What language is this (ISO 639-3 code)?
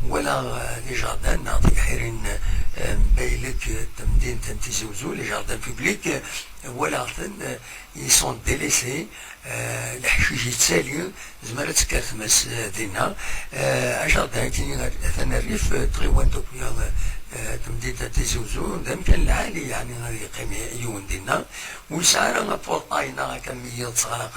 kab